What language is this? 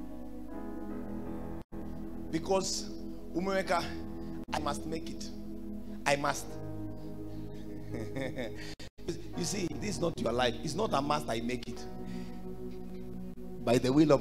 Swahili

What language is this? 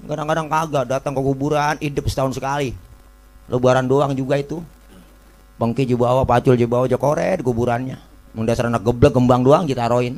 Betawi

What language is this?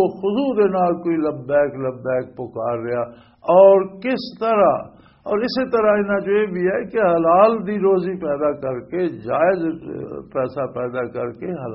Western Panjabi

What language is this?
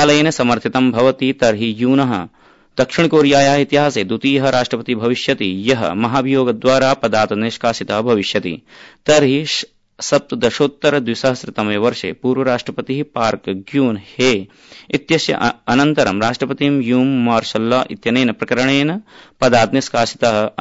Sanskrit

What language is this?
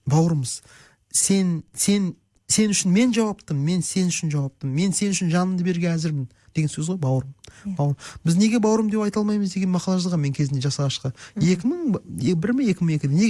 Kazakh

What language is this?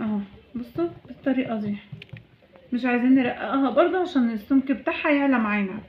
Egyptian Arabic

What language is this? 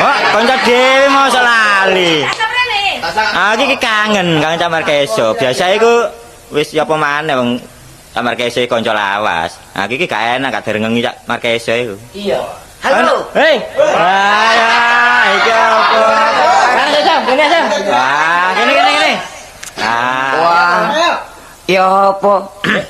Javanese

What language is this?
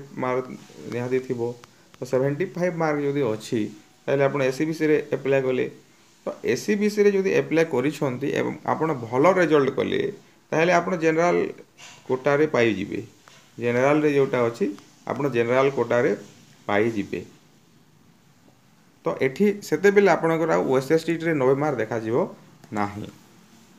Odia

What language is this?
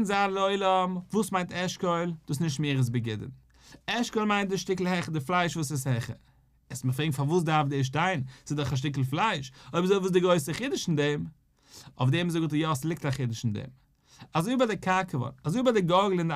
Yiddish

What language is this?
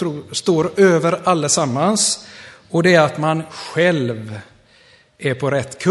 Swedish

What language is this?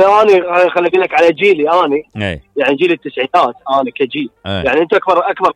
Mesopotamian Arabic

